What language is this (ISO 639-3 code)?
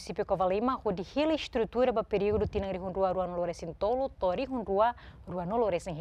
tet